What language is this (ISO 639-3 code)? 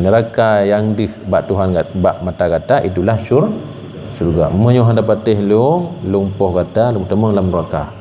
ace